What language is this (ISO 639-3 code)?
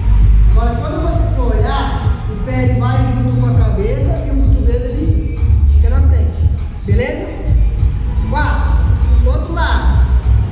por